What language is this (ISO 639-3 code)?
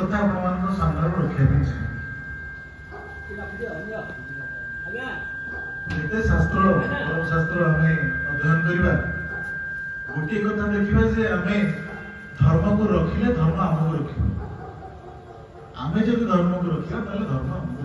ori